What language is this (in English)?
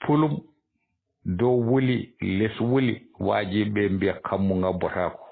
Fula